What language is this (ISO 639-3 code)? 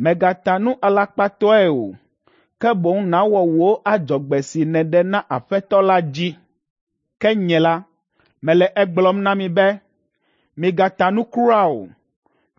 ewe